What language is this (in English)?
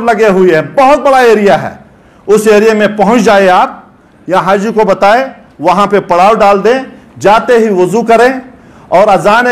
Urdu